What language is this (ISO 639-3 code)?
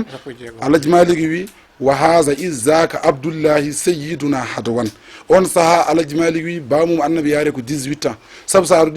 ful